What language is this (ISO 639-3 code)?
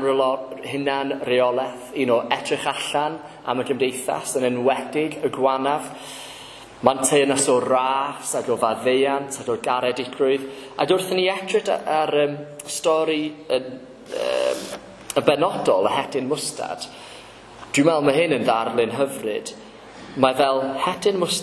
cym